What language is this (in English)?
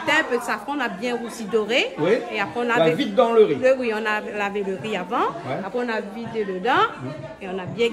Réunion Creole French